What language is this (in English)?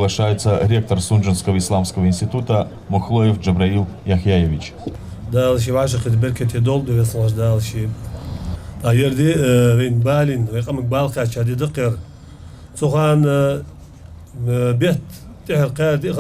Ingush